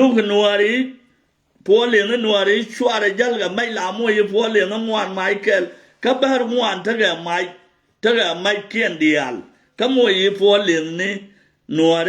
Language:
Nuer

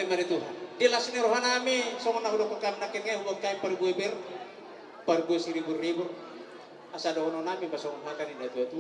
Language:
Batak Toba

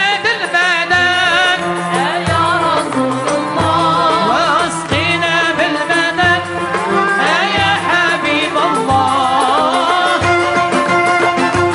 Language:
Arabic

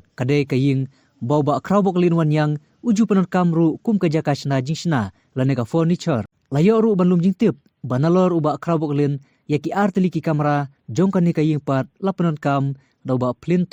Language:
Khasi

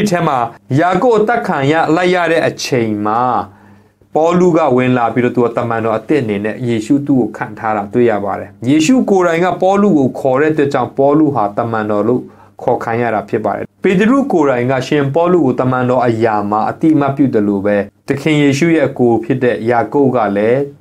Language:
Burmese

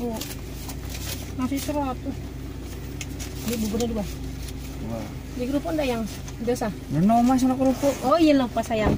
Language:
Indonesian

